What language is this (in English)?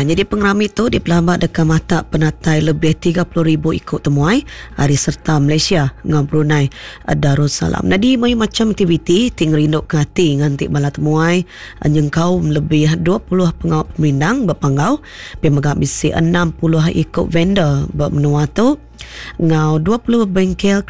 Iban